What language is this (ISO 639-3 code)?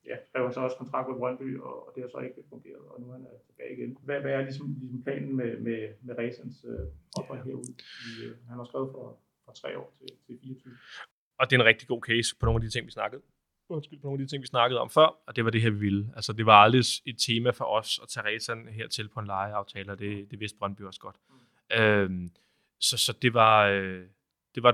dan